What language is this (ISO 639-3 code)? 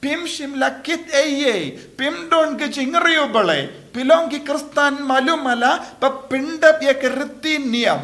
kha